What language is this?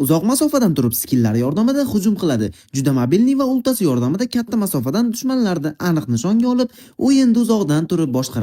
Uzbek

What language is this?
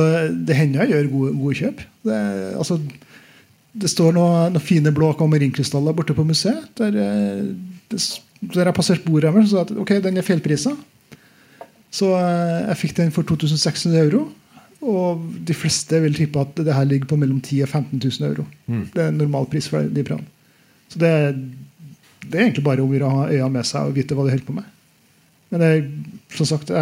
Norwegian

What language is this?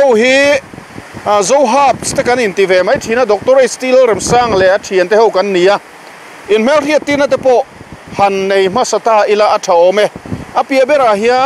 Mizo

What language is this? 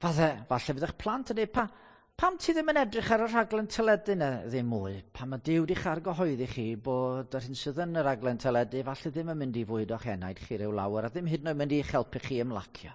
Welsh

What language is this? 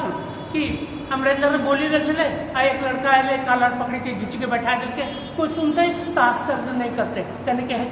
Angika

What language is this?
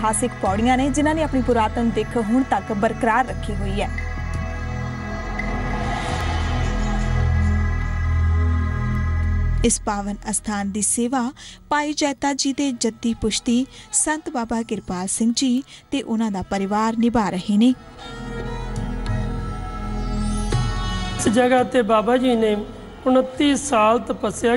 Punjabi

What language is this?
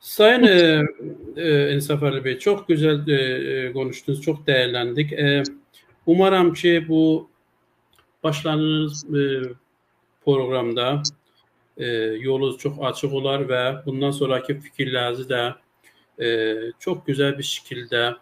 South Azerbaijani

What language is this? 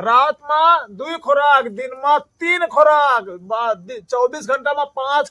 Awadhi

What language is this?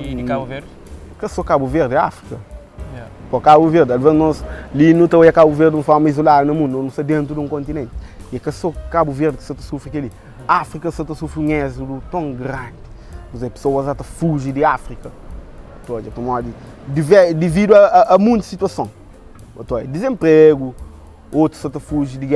Kabuverdianu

